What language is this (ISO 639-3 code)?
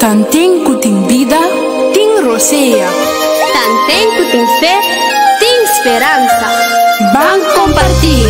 pap